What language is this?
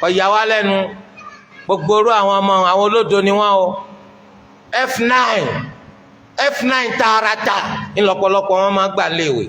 Yoruba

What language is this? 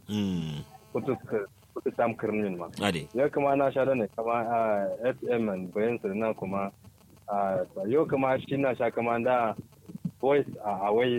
Kanuri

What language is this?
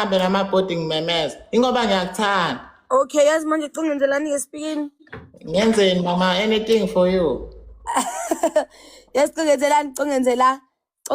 Zulu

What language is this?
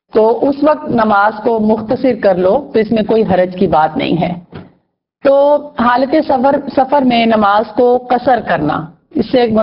Urdu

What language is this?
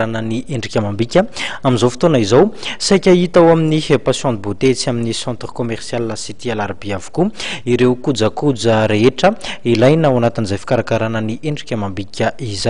Malagasy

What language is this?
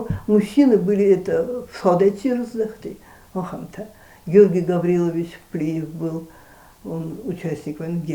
Ossetic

